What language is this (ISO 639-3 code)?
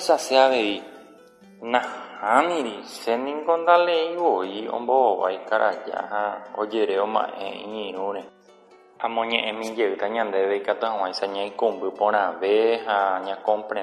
grn